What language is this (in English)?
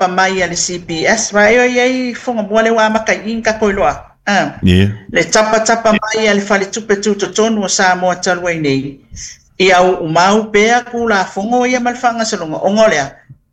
Samoan